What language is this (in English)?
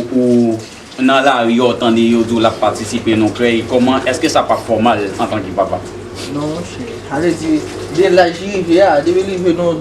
Haitian Creole